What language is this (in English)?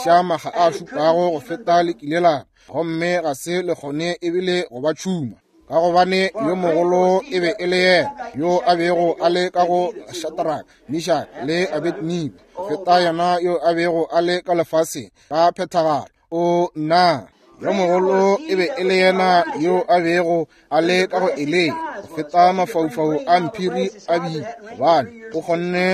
Northern Sotho